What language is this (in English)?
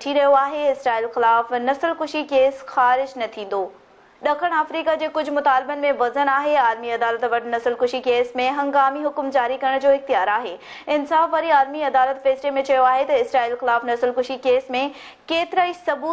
Sindhi